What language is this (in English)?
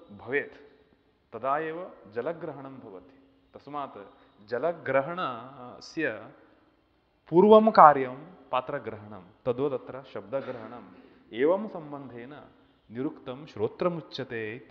Sanskrit